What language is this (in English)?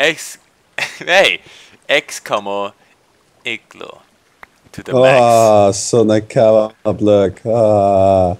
Faroese